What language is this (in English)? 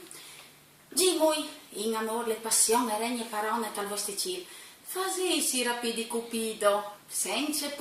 Friulian